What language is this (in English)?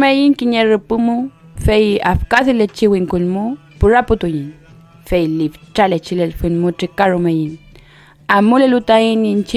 Mapuche